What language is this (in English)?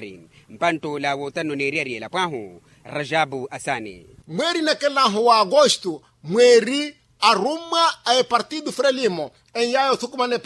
Makhuwa